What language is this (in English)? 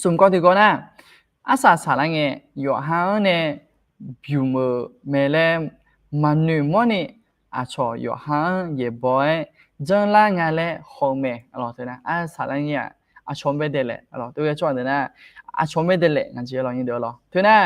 Akha